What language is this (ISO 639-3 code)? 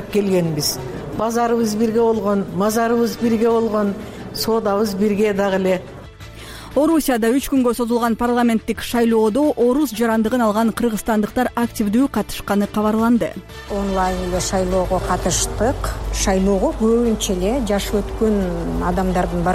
kir